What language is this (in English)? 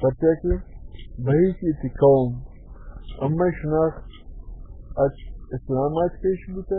Baluchi